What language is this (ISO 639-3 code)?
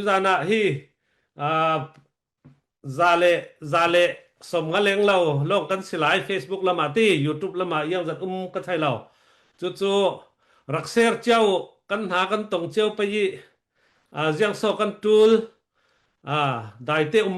cfm